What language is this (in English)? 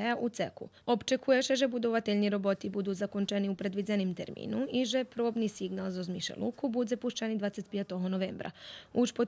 Rusyn